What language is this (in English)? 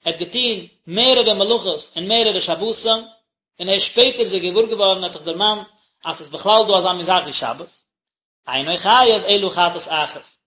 Yiddish